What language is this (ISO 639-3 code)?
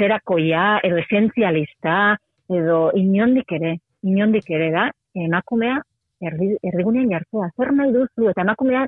eus